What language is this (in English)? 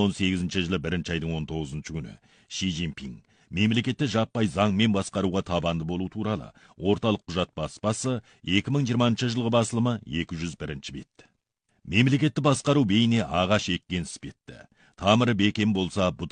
Kazakh